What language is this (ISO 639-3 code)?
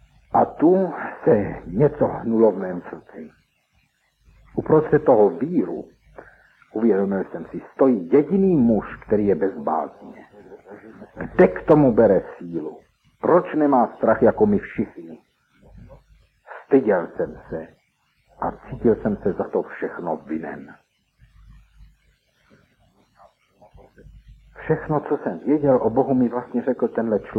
ces